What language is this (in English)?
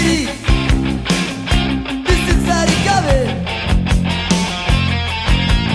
Basque